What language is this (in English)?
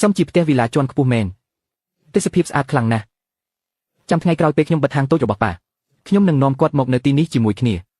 Khmer